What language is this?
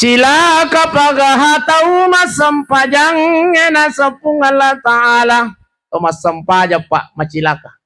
Buginese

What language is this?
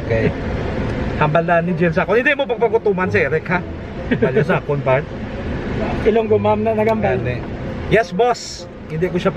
Hiligaynon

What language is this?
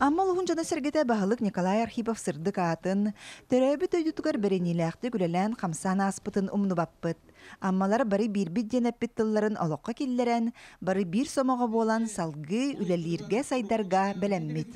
Yakut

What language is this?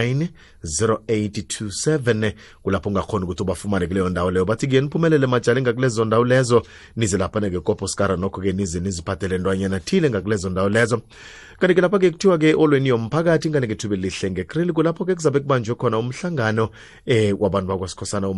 South Ndebele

